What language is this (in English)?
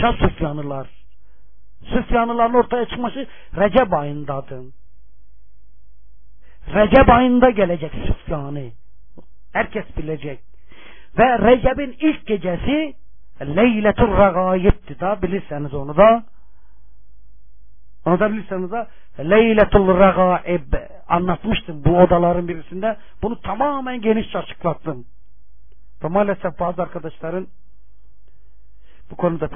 Turkish